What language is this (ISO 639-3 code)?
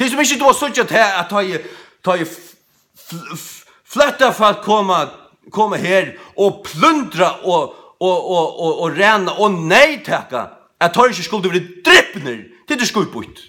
fao